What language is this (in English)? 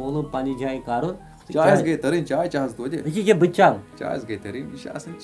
Kashmiri